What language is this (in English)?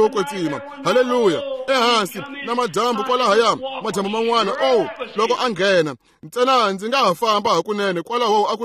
Tsonga